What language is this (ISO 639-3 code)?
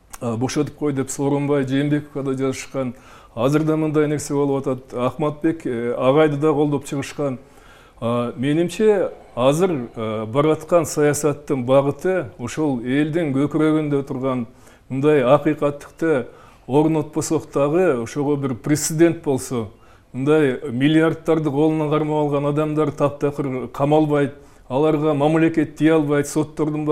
kir